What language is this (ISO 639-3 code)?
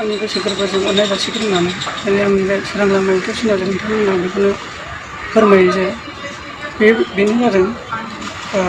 brx